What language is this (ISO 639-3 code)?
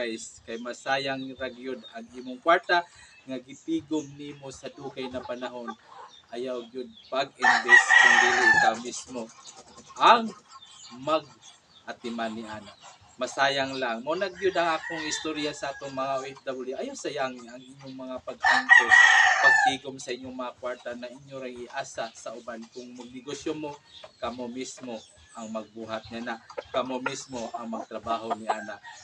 ceb